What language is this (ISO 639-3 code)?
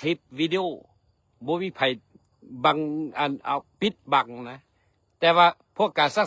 lao